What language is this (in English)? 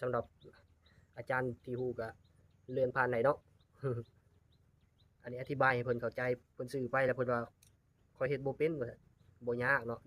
Lao